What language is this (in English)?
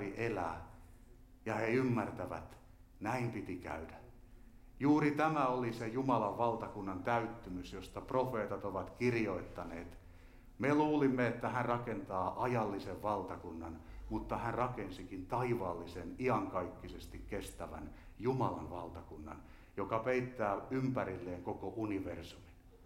Finnish